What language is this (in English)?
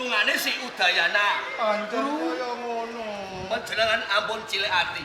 Javanese